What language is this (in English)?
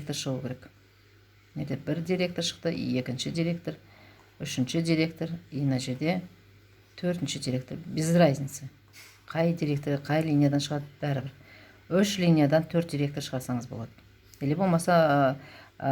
Kazakh